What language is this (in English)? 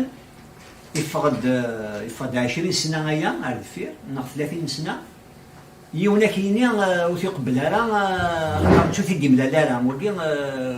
Kabyle